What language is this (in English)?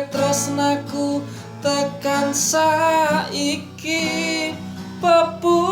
Javanese